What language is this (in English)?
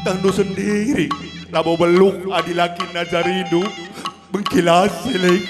Batak Karo